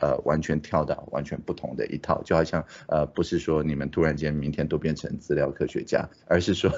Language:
Chinese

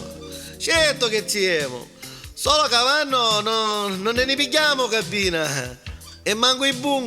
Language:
Neapolitan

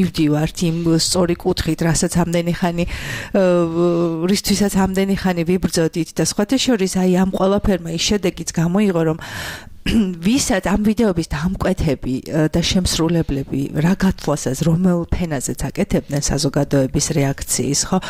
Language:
Georgian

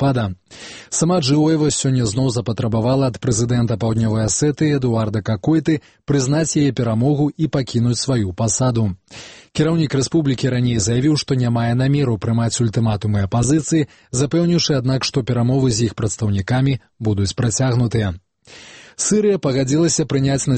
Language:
Belarusian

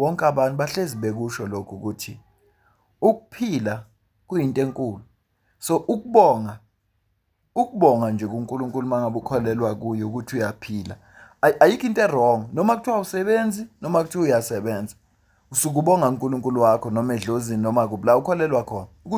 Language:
Zulu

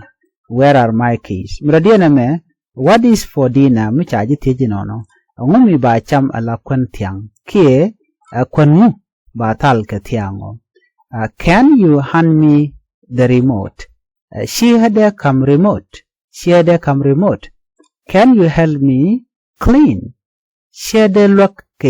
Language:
Nuer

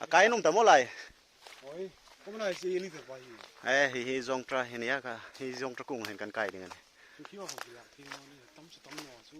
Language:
Hmar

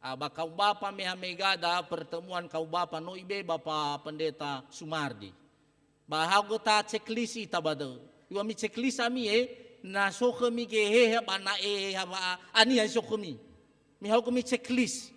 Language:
Nias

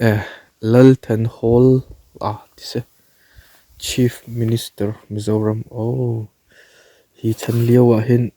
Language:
Hakha Chin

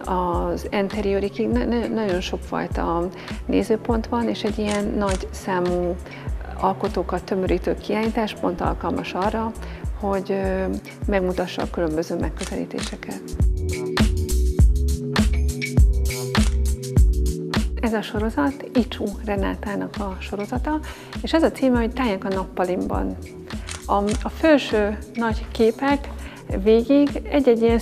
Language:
Hungarian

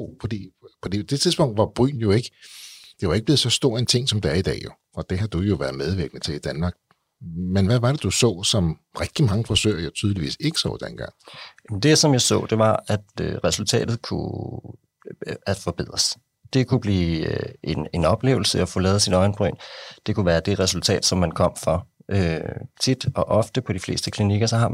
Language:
Danish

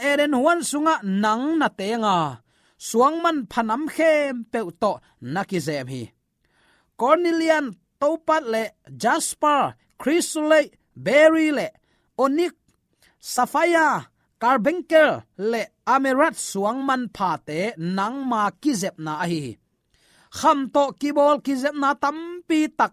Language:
Tedim Chin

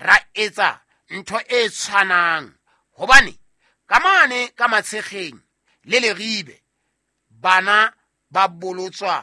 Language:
Southern Sotho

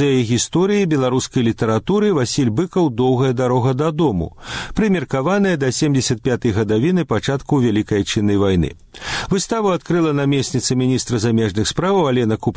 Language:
Belarusian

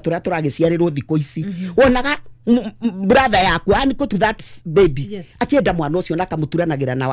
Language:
Kikuyu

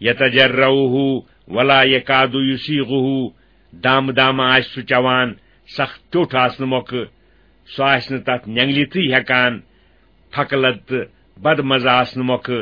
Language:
Kashmiri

